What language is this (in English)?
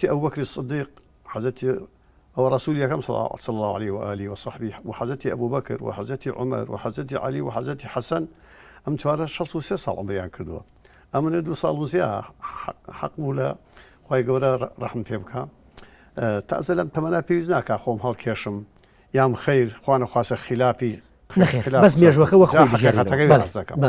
Central Kurdish